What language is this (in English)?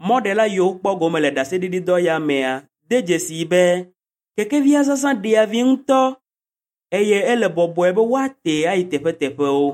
Ewe